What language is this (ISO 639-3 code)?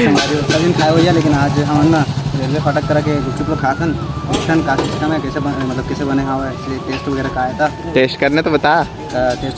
hne